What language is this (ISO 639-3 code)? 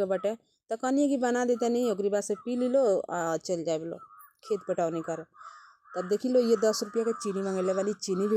bho